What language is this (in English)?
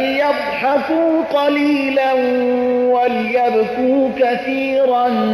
Persian